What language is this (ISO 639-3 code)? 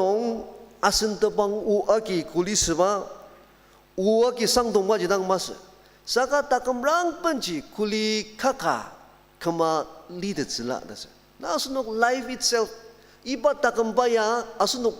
njo